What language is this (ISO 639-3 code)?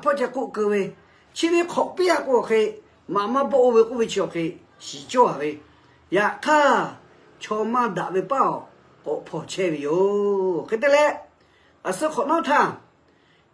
lhu